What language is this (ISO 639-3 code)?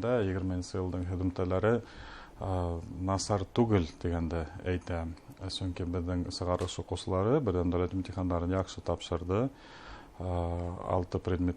bak